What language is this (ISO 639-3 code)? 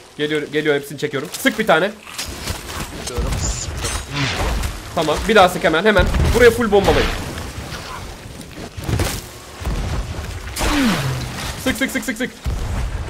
tur